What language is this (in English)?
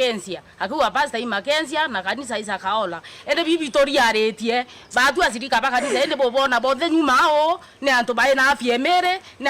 Meru